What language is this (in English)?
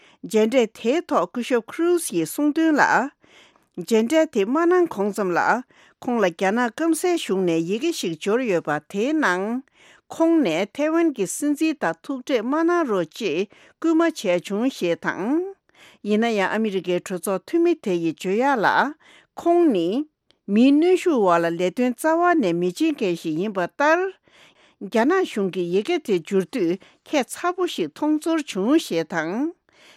Tibetan